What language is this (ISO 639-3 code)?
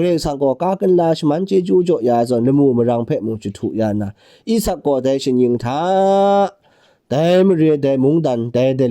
kac